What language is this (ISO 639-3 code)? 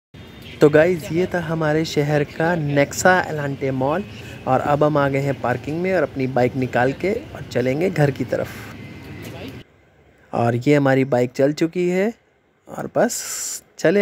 hin